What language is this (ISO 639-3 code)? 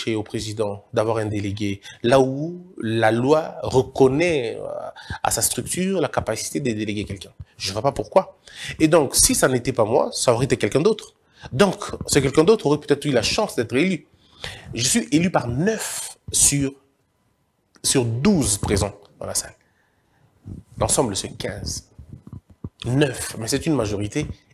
fra